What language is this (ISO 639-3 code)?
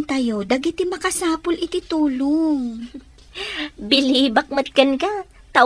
ilo